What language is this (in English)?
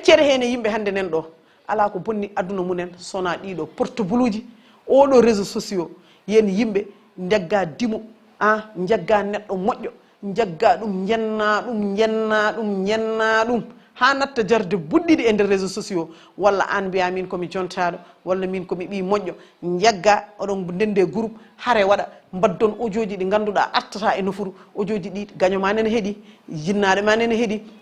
Fula